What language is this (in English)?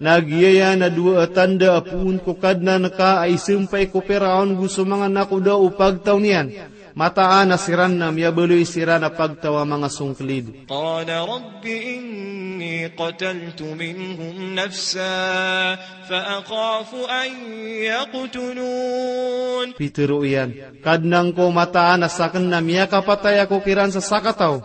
Maranao